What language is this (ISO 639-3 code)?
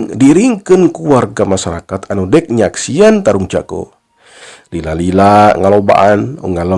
sun